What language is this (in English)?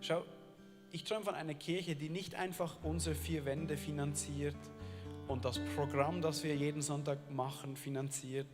Swiss German